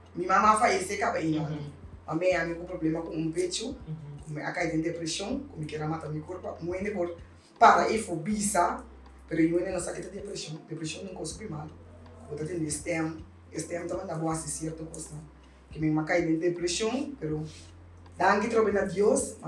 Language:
Papiamento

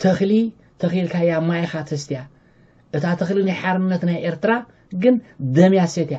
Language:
Tigrinya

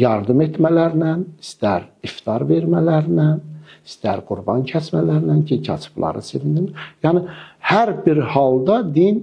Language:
Azerbaijani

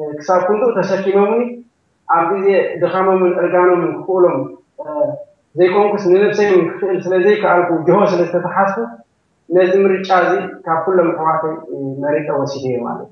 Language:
Tigrinya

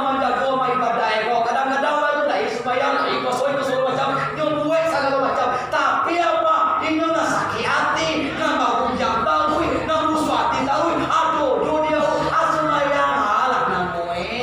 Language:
Minangkabau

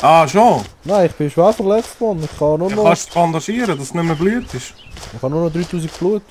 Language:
Swiss German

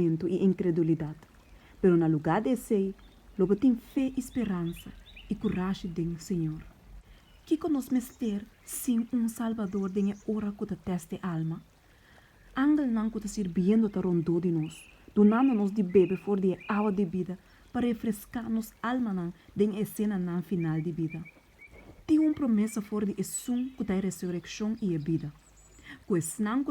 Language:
Papiamento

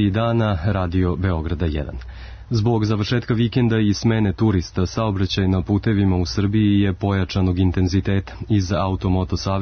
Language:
Serbian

